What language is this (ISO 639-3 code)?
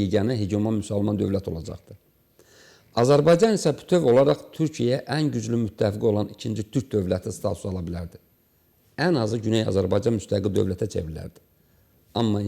aze